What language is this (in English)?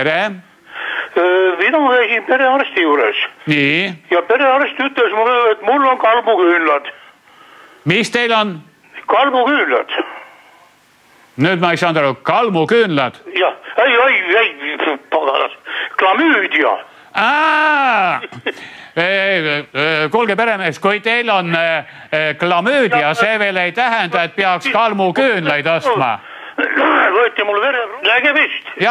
Estonian